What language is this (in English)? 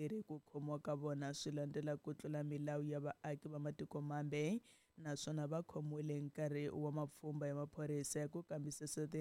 Tsonga